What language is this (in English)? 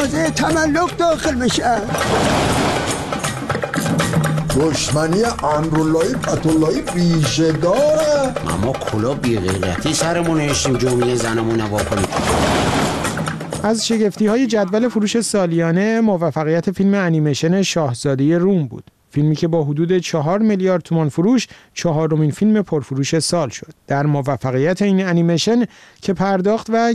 Persian